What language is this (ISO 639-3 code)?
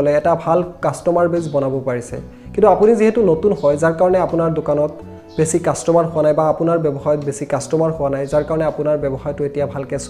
asm